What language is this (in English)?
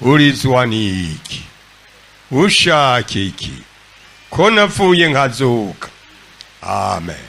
Rundi